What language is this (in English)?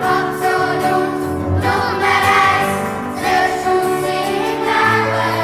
Swiss German